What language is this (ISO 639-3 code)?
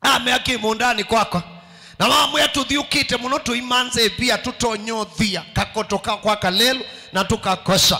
kam